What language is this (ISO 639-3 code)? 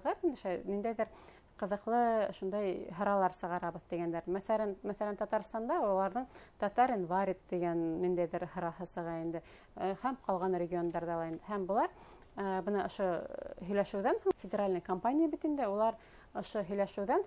bak